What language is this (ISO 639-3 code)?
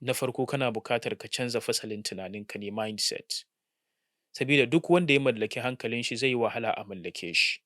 hau